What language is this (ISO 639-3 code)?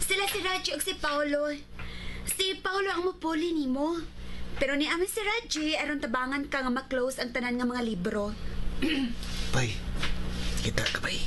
ceb